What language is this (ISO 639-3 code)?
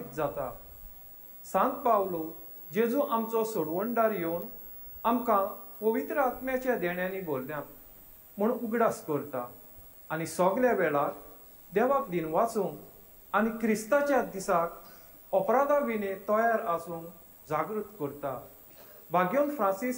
kok